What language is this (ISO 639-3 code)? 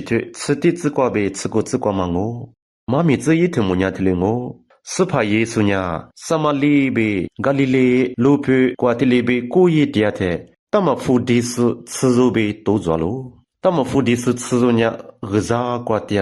lis